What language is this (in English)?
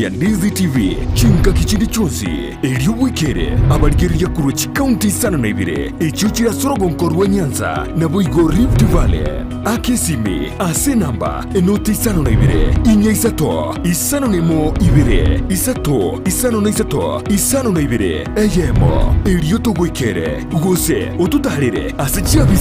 Gusii